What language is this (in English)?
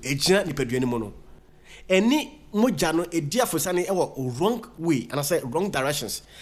Akan